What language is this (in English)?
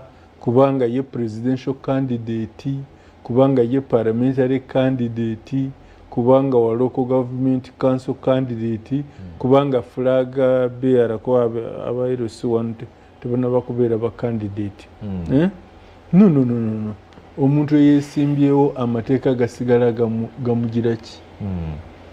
Ganda